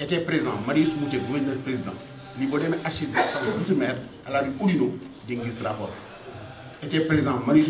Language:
Wolof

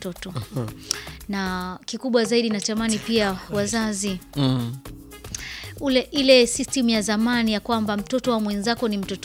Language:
Swahili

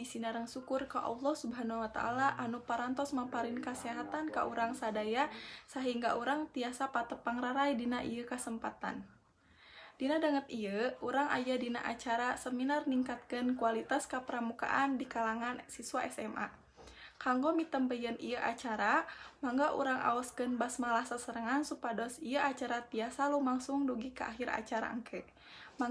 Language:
Sundanese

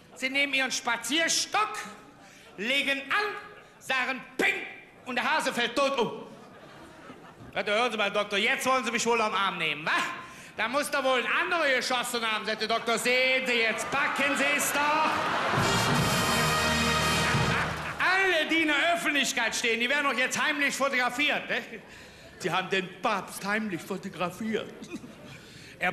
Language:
German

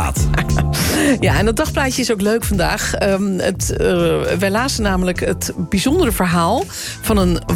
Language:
Dutch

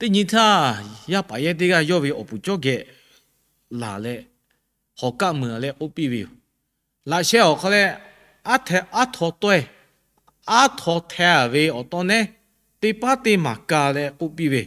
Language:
Lahu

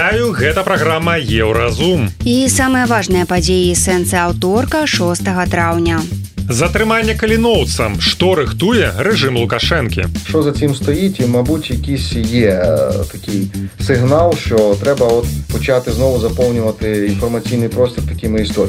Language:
Belarusian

